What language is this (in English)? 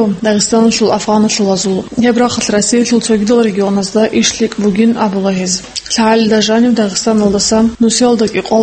Avaric